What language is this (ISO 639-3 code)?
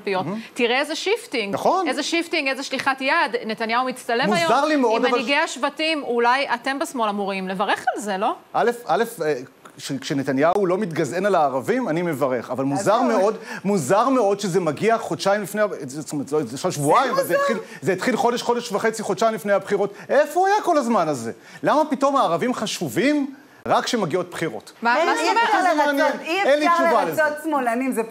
heb